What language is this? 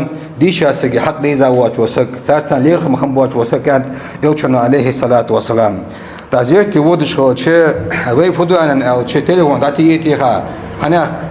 Ingush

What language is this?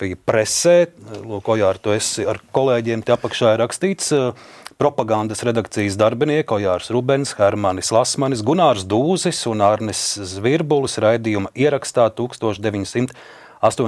Latvian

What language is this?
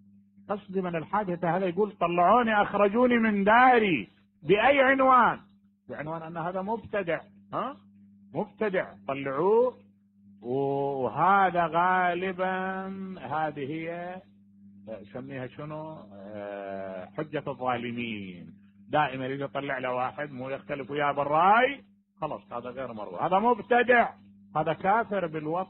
Mesopotamian Arabic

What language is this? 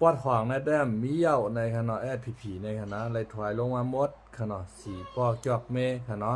Shan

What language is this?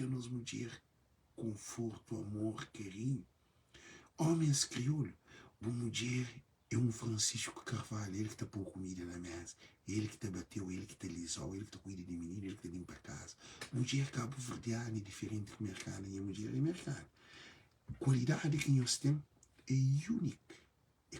Kabuverdianu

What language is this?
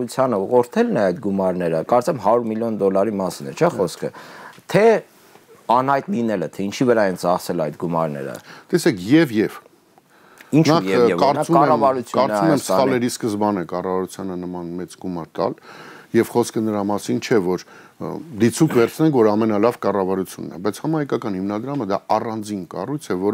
Armenian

